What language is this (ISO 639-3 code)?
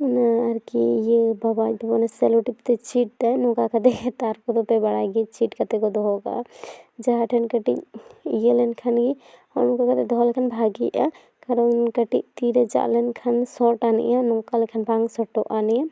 sat